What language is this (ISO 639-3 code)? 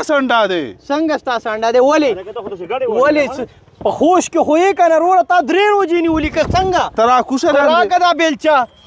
pus